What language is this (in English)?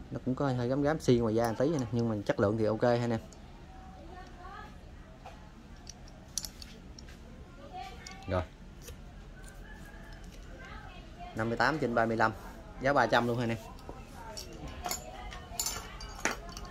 Vietnamese